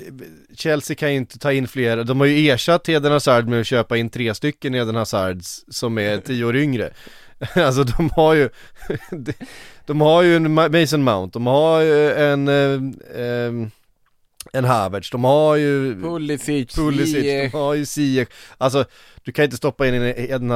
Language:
Swedish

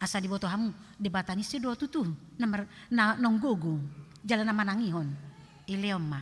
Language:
Batak Toba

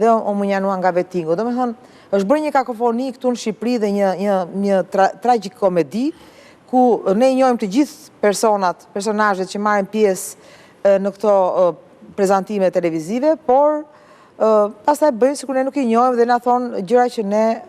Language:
Albanian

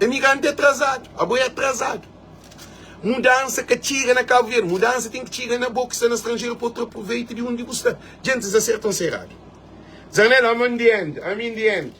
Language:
Kabuverdianu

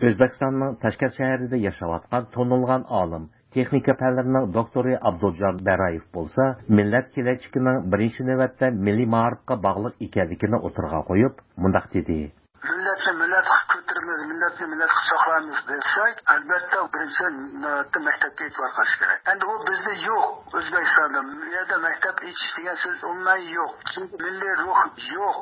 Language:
Uyghur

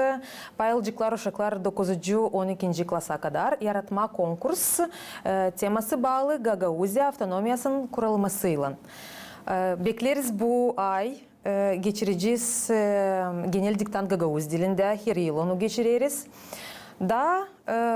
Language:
Gagauz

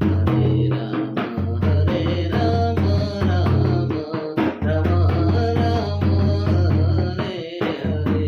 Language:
Sadri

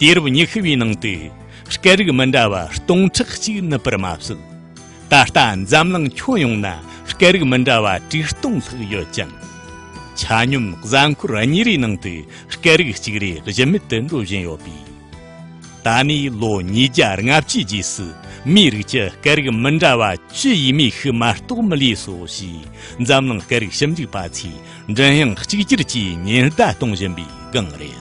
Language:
Tibetan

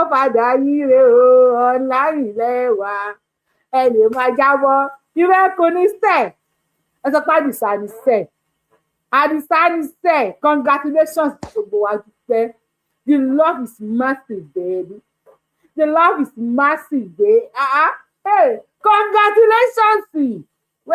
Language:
Yoruba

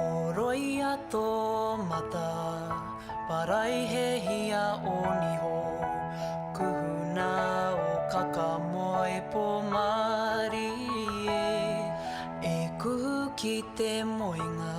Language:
Māori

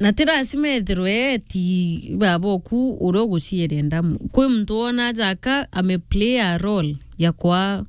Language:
Meru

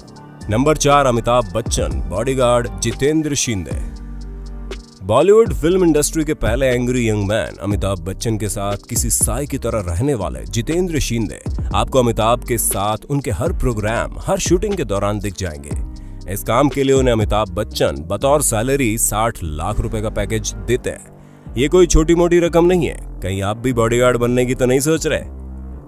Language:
Hindi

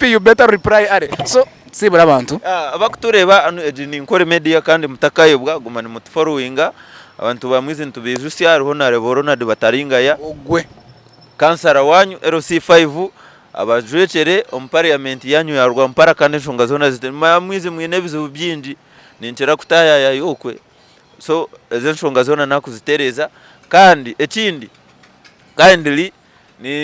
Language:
Nyankole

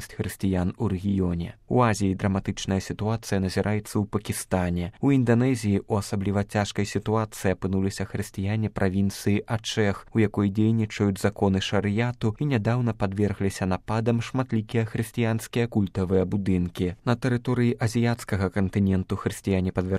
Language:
Belarusian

